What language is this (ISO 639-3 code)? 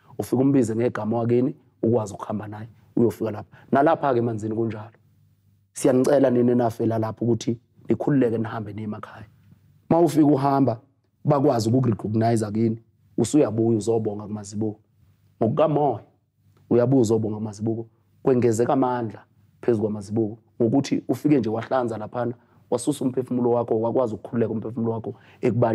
zul